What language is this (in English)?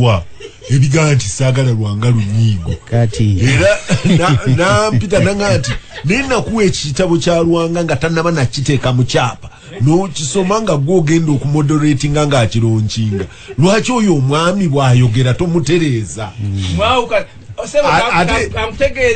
Ganda